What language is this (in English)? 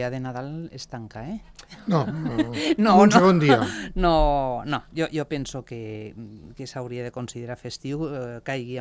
Catalan